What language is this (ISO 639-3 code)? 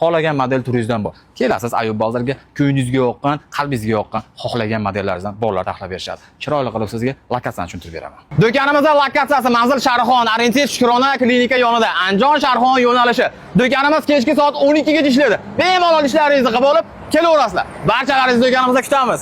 uzb